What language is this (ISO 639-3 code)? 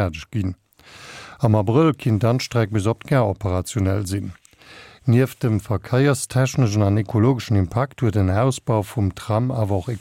ltz